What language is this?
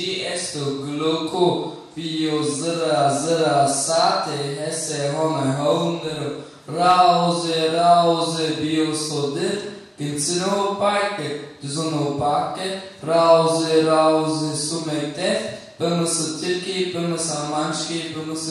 Zaza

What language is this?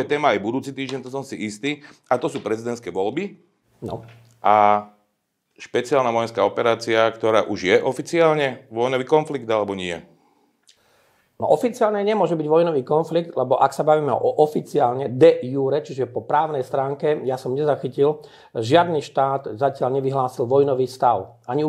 Slovak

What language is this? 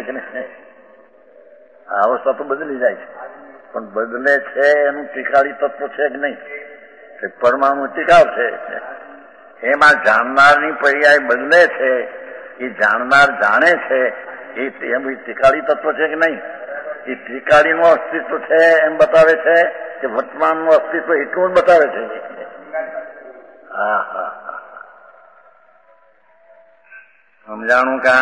Gujarati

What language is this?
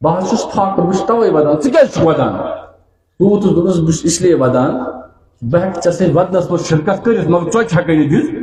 Kashmiri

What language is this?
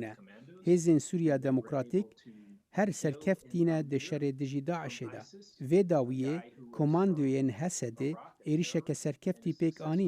Kurdish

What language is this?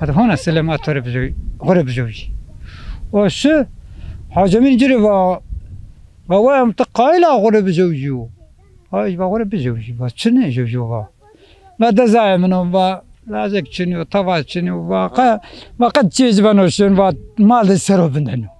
Zaza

